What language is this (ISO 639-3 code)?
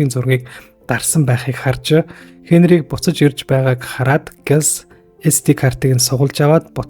mon